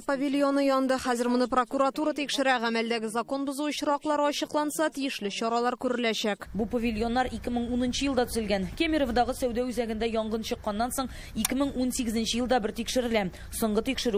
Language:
Tatar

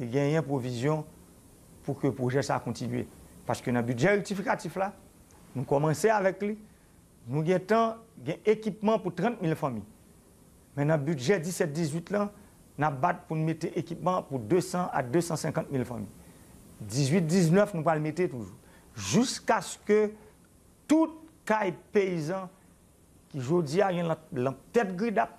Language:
Haitian Creole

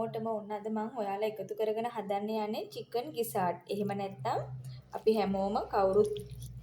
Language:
Sinhala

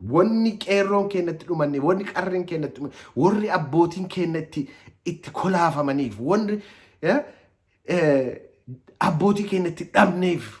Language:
Oromo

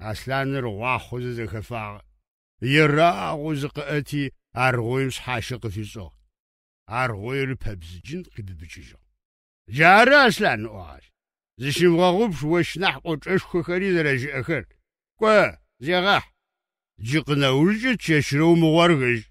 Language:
Adyghe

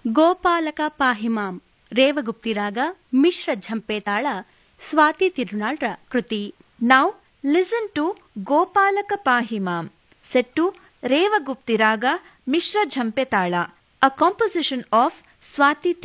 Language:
Kannada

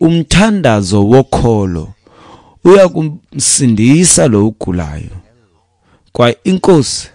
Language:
Xhosa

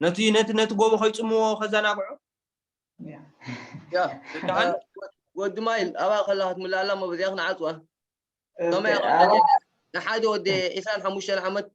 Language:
Tigrinya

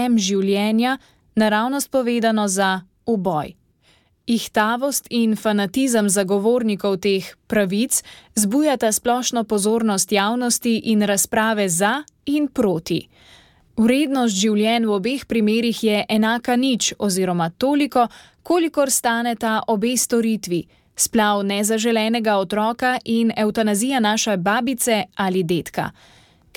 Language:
Slovenian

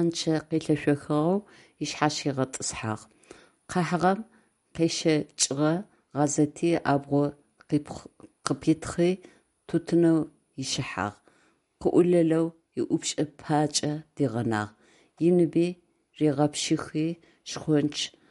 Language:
Adyghe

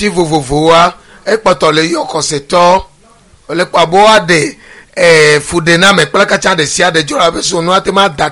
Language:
Ewe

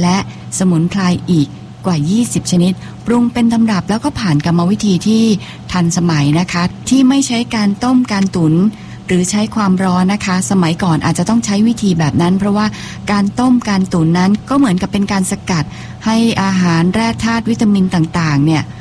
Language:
Thai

